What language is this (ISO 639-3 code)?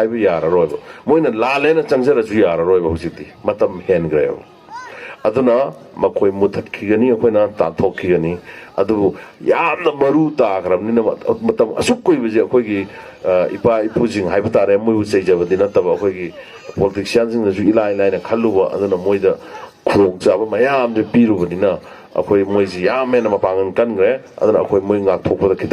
mni